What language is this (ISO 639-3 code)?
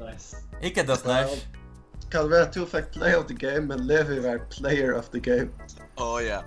fao